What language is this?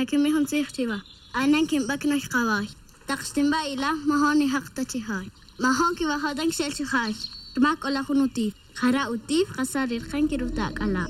Kaqchikel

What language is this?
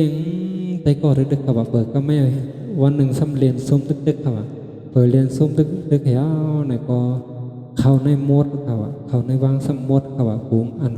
Shan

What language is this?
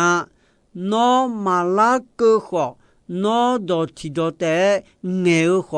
Akha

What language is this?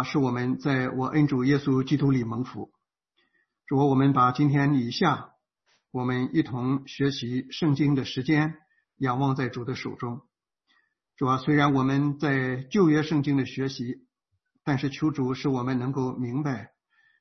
Chinese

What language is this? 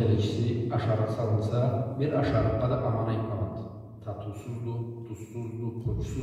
Karachay-Balkar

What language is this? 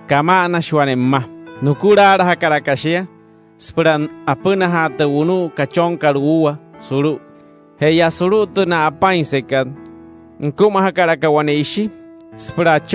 Wayuu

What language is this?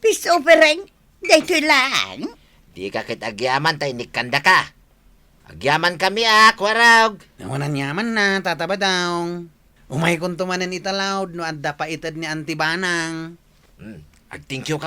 Iloko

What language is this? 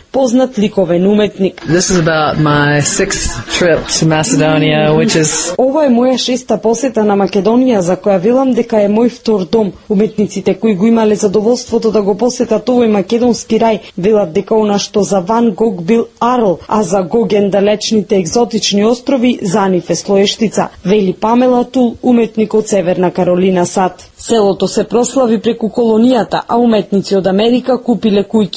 Macedonian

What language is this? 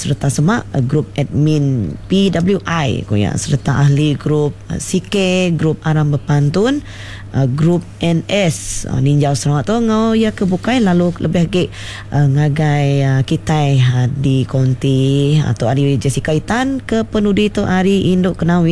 Iban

